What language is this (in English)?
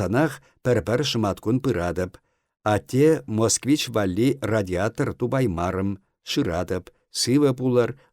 Chuvash